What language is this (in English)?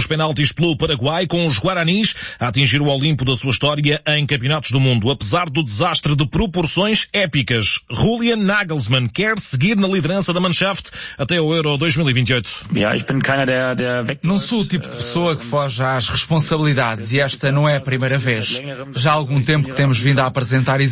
Portuguese